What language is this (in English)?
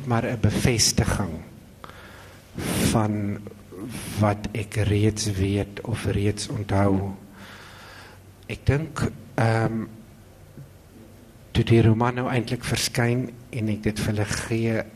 Afrikaans